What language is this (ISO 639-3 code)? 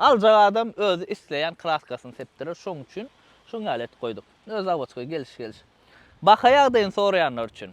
tuk